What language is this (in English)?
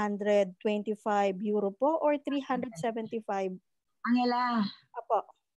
Filipino